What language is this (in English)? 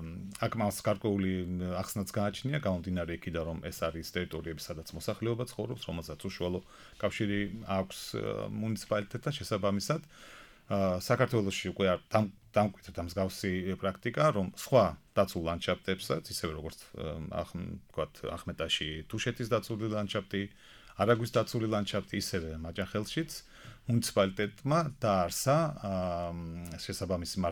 Georgian